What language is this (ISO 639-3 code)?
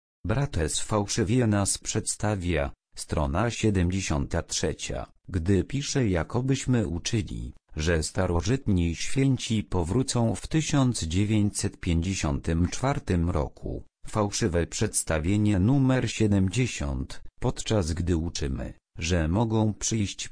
pol